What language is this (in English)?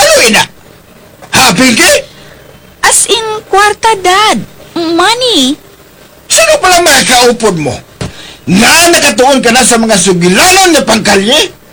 Hiligaynon